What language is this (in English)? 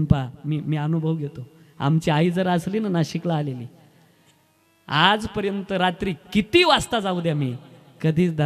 Marathi